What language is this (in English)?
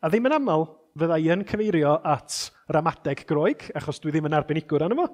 Welsh